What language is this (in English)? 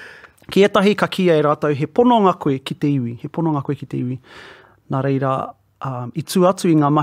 Māori